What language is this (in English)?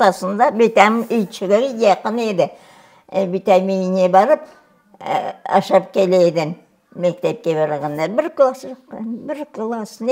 Crimean Tatar